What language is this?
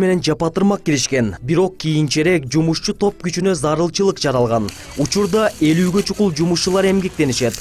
Kyrgyz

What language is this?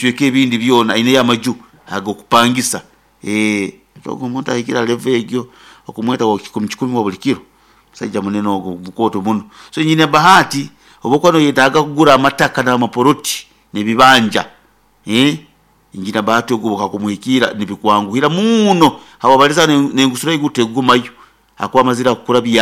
Nyoro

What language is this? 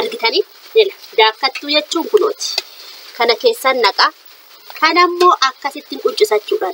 Oromo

